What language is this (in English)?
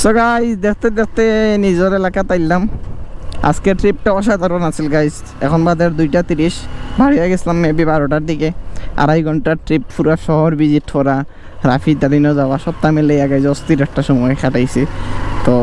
Sylheti